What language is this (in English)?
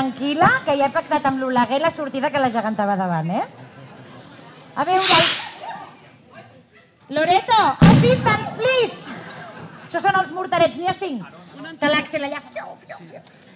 Catalan